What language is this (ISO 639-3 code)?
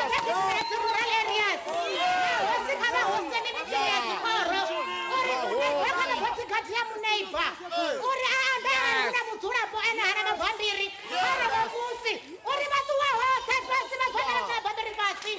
ven